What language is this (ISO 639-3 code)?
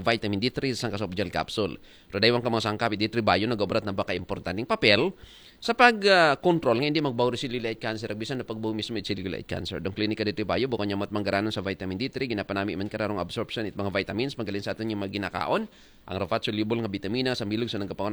akl